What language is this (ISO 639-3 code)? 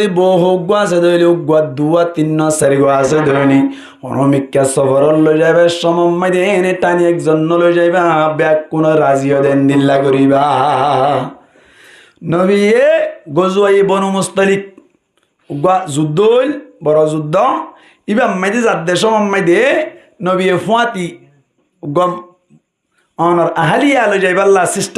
rhg